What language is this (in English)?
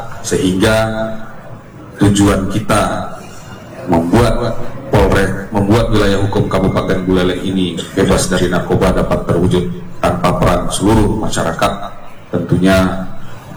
Indonesian